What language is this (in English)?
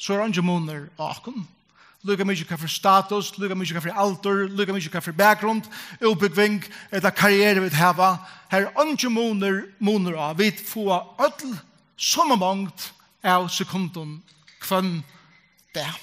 Faroese